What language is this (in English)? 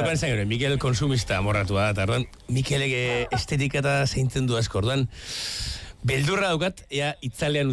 Basque